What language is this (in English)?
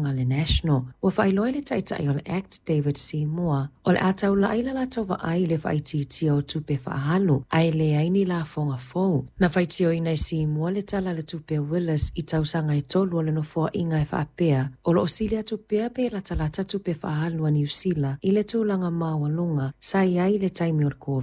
Samoan